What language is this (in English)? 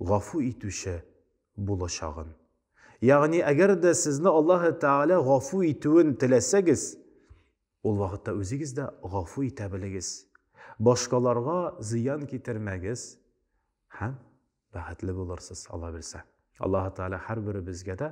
Tatar